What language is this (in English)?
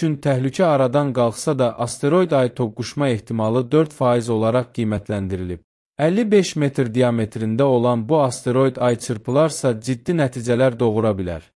Azerbaijani